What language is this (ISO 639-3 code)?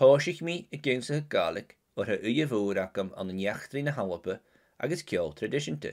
gla